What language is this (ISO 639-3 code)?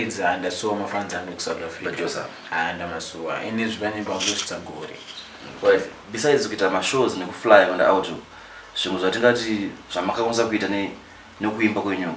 sna